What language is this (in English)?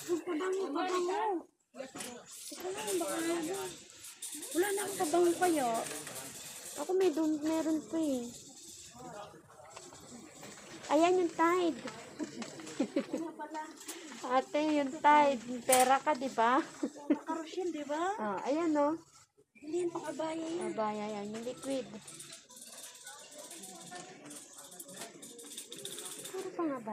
Filipino